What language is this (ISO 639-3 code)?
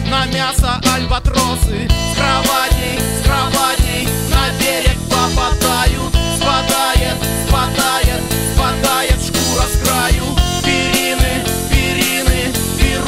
rus